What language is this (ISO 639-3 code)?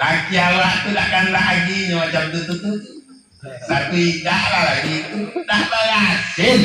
min